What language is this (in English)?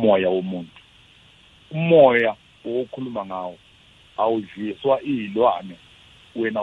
South Ndebele